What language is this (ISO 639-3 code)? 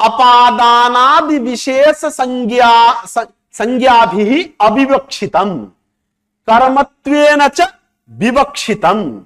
san